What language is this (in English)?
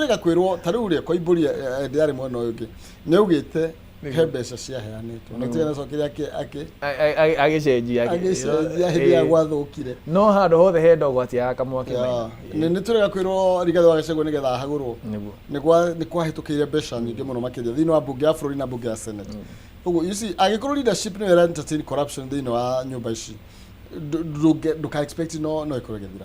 Kikuyu